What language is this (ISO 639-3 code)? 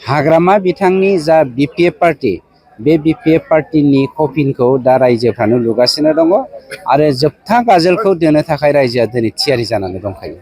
brx